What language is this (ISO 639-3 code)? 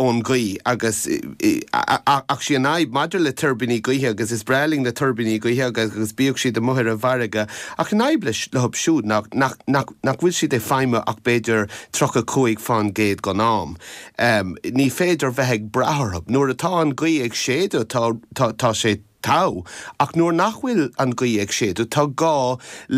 gle